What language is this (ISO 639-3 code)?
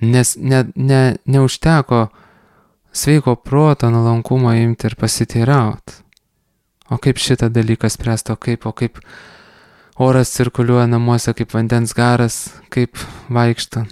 lit